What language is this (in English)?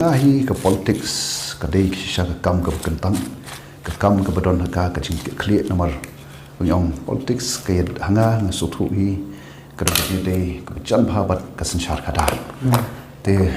Khasi